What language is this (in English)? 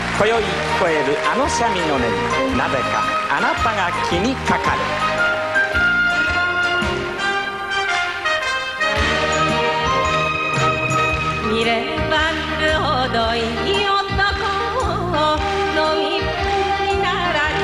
Japanese